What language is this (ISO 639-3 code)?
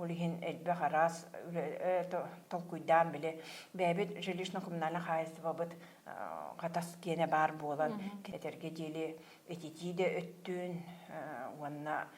sah